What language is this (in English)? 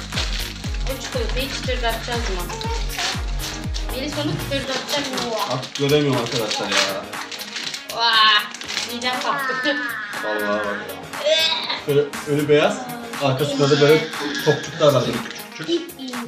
Turkish